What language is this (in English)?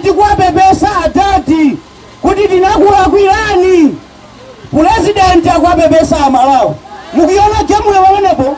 Nyanja